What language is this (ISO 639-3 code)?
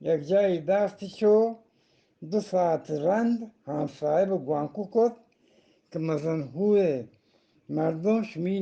bgp